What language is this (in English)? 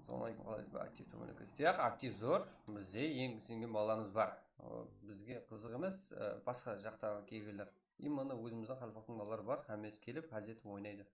Kara-Kalpak